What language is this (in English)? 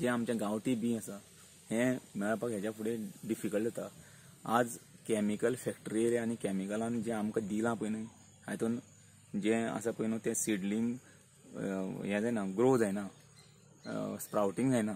Konkani